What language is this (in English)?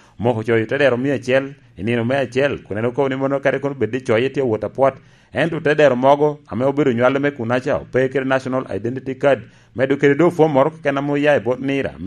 Lango (Uganda)